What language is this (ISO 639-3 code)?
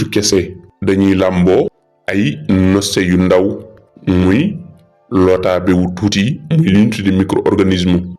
wol